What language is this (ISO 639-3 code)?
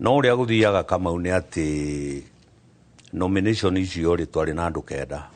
kik